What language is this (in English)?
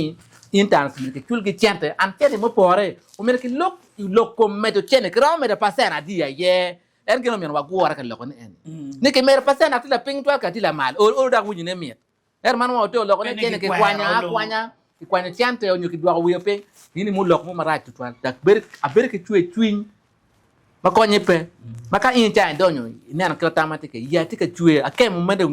Acoli